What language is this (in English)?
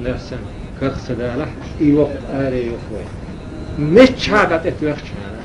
Chechen